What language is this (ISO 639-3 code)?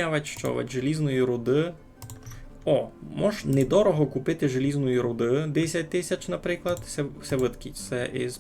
rue